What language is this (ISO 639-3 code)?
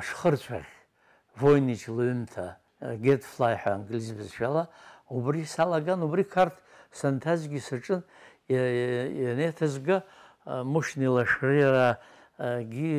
abk